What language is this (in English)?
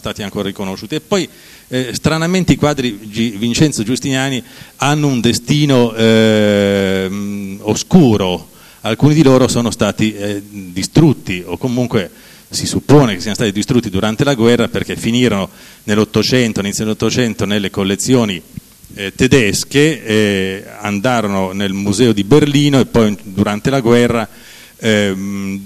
Italian